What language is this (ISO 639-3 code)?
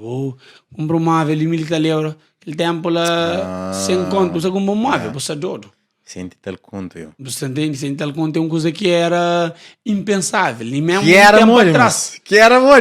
kea